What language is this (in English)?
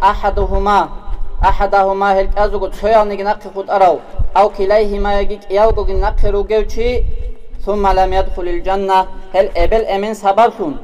Avaric